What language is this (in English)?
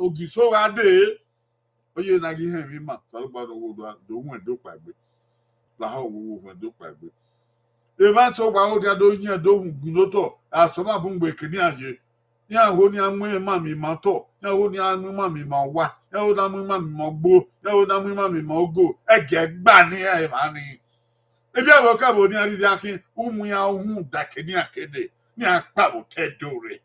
Bini